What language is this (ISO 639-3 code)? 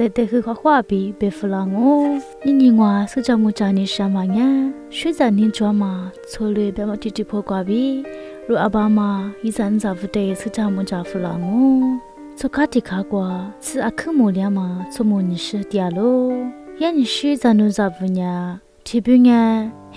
lis